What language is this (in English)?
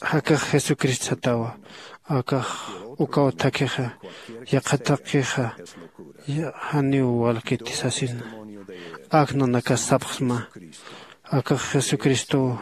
Aymara